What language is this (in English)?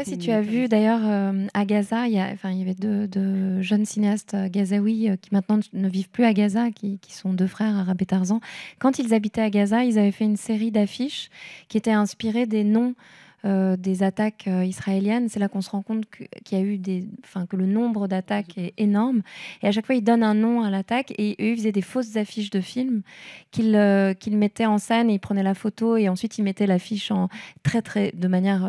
French